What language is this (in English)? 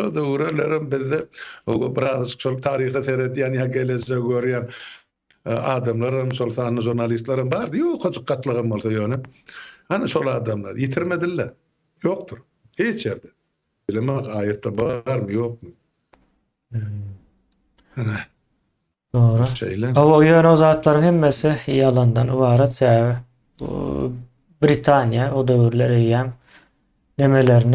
Turkmen